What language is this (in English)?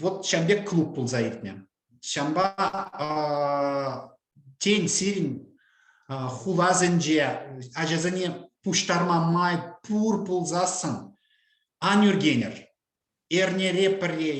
Chuvash